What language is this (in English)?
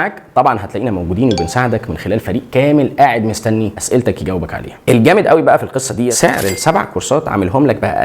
Egyptian Arabic